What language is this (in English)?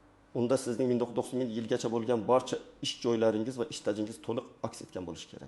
Uzbek